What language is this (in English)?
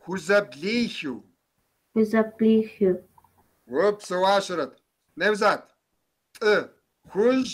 Kabardian